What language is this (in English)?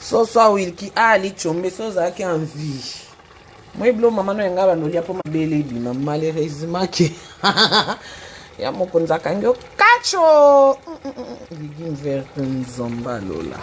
Lingala